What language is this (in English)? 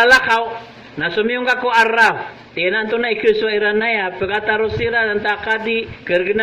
Maranao